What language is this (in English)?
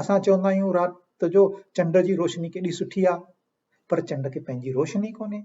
Sindhi